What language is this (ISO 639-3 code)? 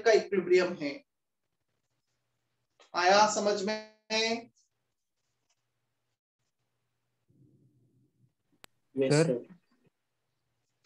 hin